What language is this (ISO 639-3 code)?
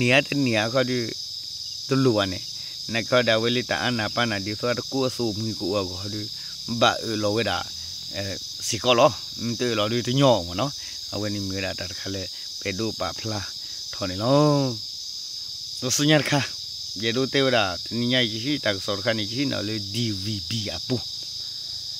ksw